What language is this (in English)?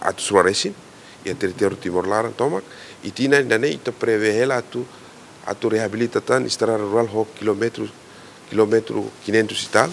Tetum